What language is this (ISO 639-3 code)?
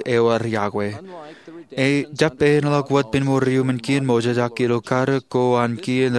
mah